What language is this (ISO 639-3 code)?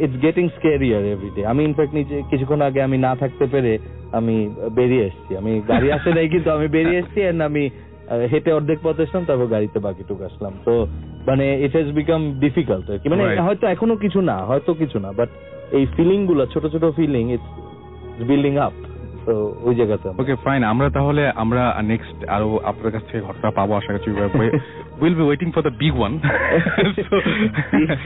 ben